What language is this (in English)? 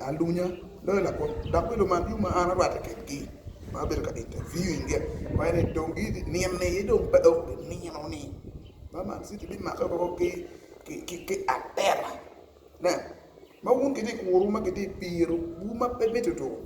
Acoli